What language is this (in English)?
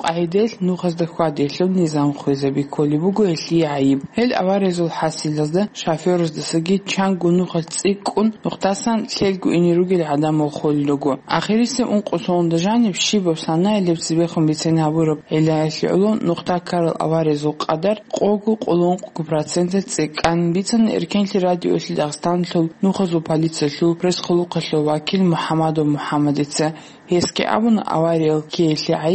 Avaric